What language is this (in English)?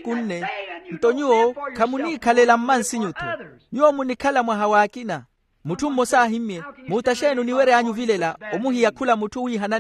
Makhuwa